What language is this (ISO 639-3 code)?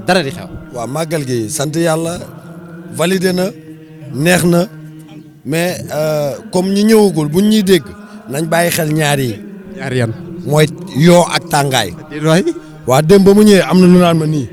wol